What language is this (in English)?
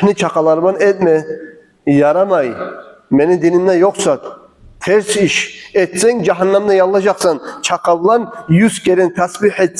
Kumyk